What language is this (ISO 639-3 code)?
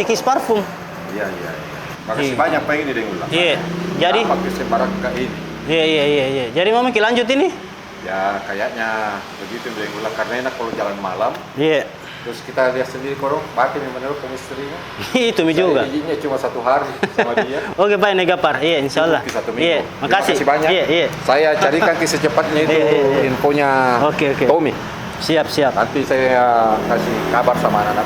mfp